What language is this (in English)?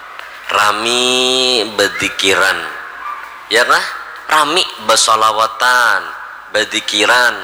Banjar